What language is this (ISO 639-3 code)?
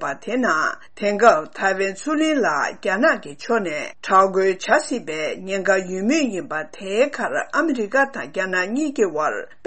bod